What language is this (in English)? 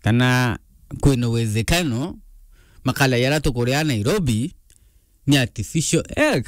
Meru